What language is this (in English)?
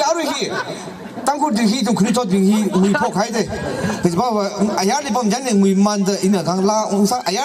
Tangkhul Naga (India)